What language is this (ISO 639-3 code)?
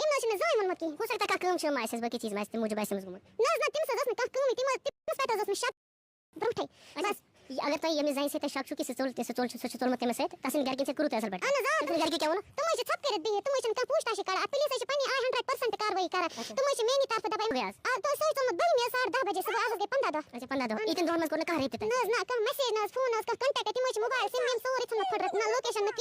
kas